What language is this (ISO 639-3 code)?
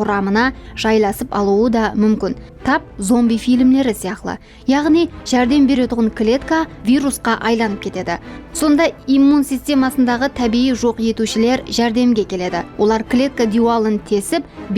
kaa